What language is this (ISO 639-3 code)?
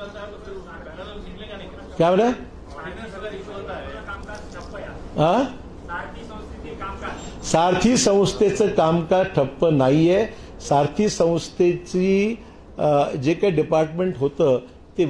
mar